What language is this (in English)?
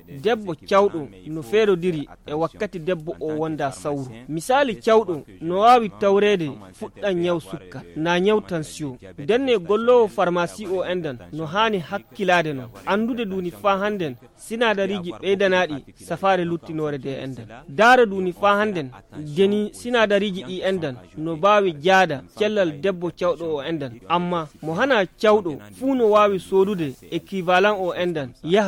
Nigerian Fulfulde